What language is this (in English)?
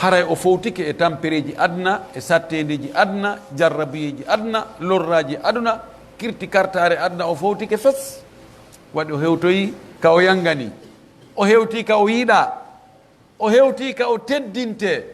Pular